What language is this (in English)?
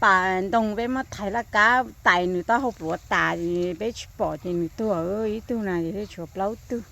Hmong